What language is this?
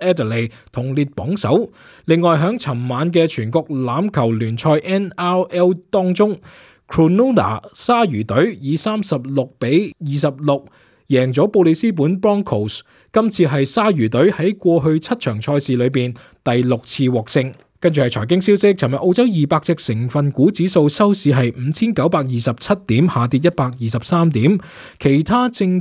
Cantonese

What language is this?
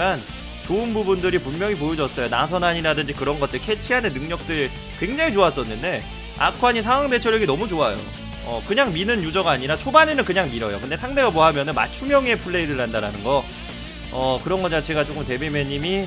Korean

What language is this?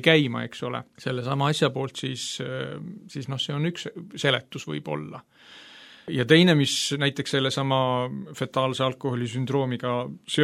Estonian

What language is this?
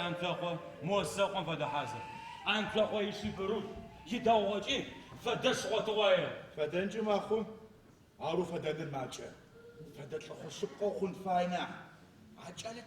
Adyghe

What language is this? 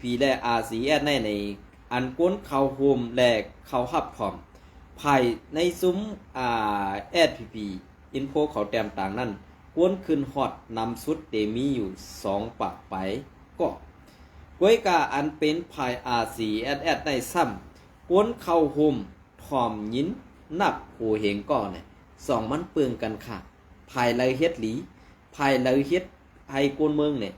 Shan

